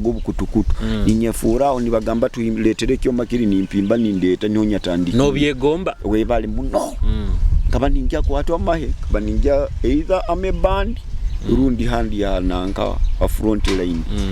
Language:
Nyoro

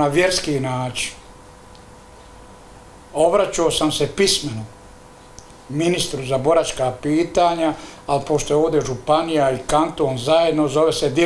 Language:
Bosnian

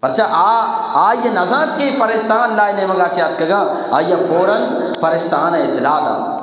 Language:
Eastern Balochi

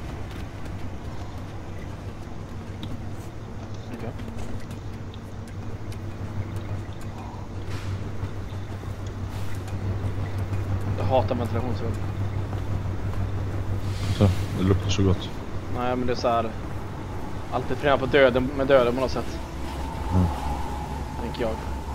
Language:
Swedish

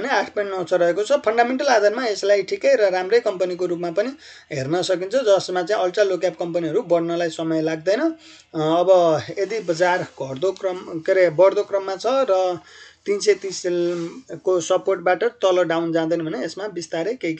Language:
Nepali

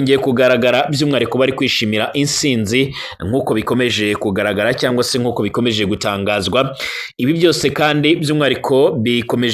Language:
Kinyarwanda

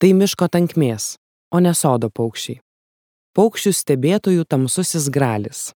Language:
Lithuanian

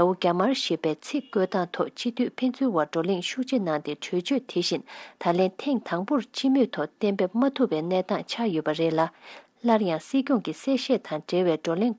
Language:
Tibetan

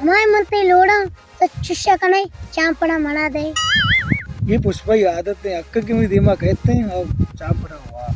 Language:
Baluchi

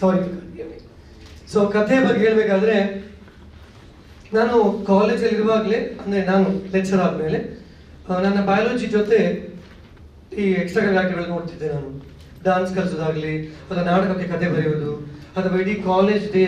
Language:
Kannada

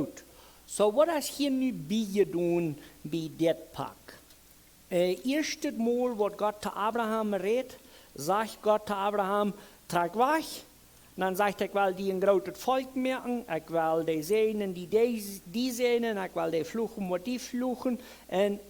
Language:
Plautdietsch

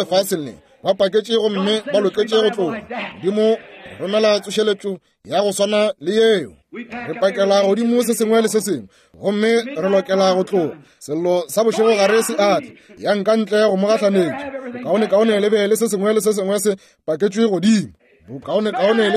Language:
Northern Sotho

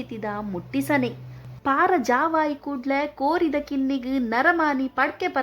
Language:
Tulu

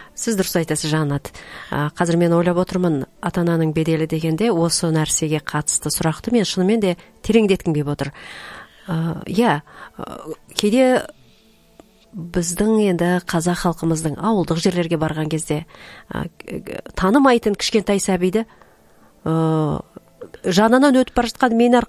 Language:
Kazakh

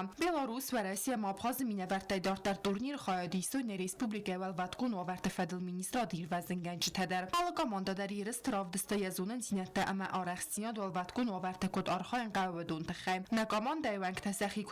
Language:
Ossetic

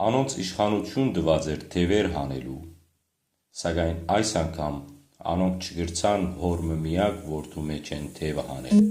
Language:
Western Armenian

